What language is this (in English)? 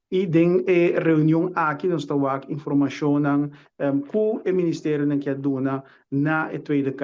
Papiamento